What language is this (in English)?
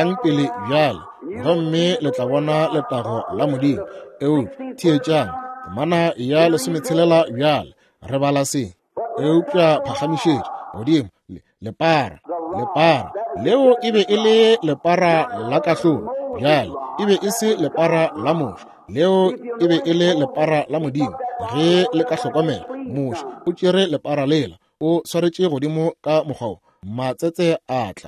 Northern Sotho